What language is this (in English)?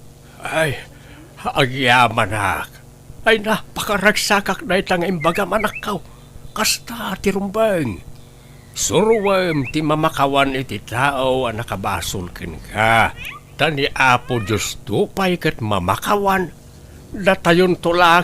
Iloko